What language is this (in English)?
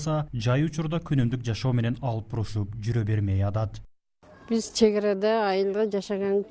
Kyrgyz